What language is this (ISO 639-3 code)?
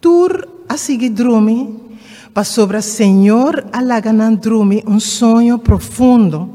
pap